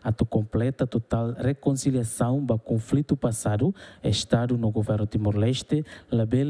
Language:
Tetum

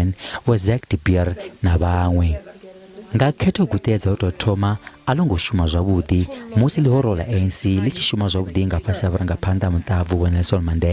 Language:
Venda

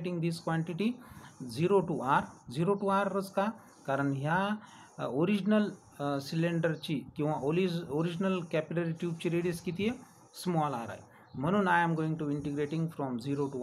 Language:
Marathi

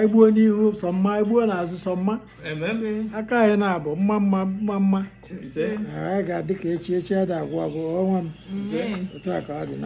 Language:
Igbo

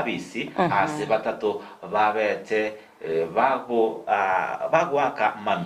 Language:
Gusii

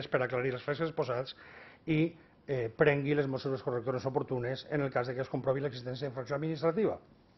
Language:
Catalan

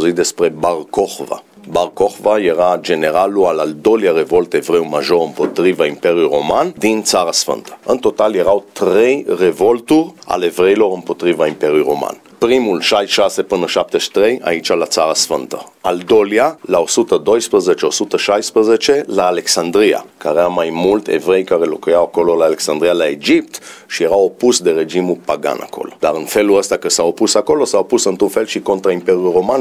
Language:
Romanian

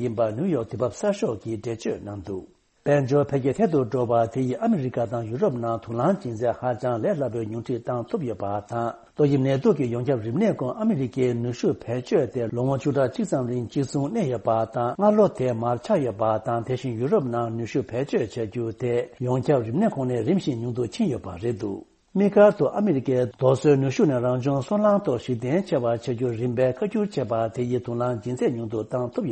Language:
Tibetan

